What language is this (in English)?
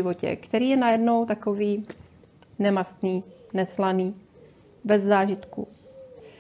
Czech